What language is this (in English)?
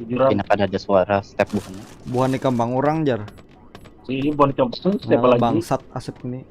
Banjar